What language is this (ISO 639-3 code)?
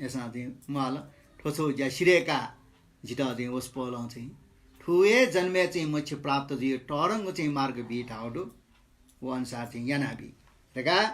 new